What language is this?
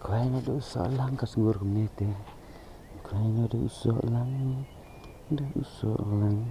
Khasi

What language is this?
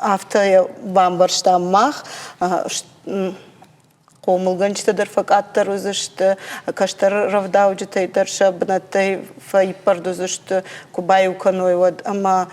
Ossetic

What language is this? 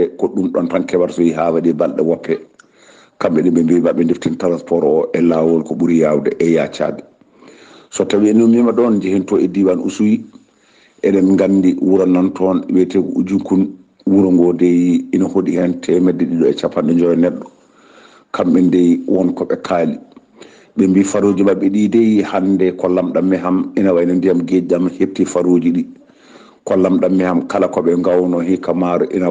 Fula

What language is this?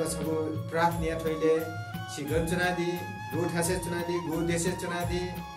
Newari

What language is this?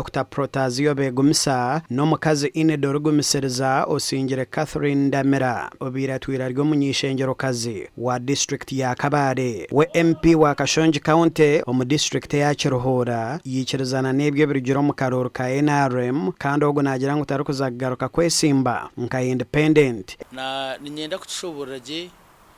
Nyankole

